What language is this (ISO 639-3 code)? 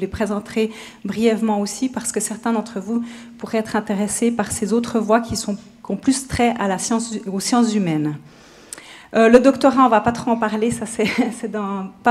fra